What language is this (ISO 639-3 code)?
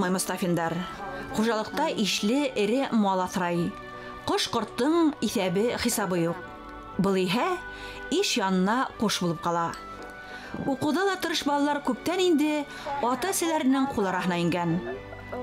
bak